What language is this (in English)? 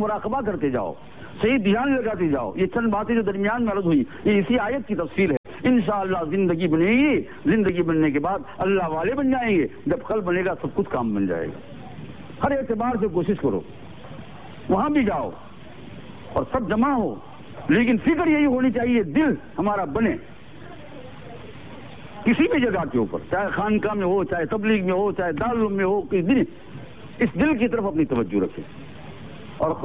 Urdu